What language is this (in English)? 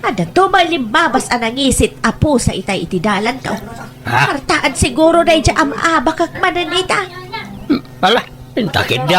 Iloko